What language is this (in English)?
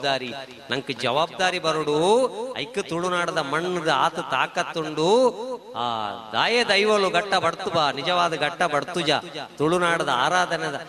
Tulu